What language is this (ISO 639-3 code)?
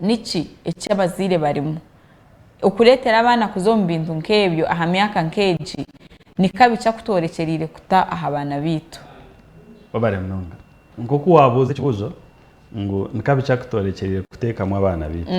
nyn